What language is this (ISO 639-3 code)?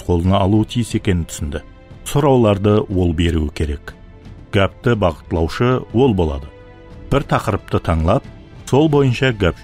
kaa